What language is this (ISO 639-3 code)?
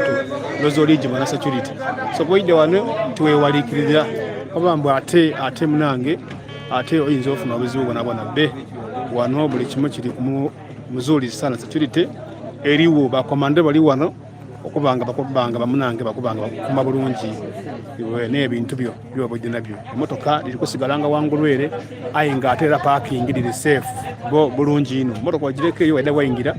xog